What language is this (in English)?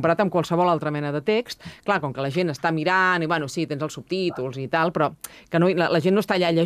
Catalan